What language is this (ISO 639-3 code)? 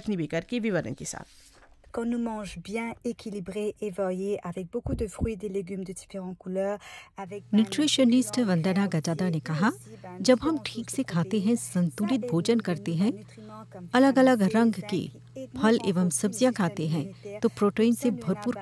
hin